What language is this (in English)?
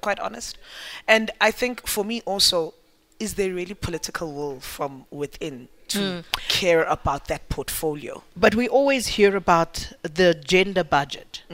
English